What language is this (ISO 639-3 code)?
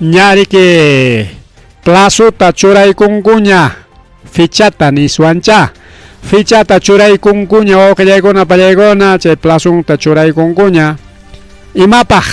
quy